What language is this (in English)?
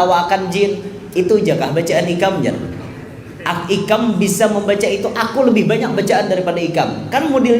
Banjar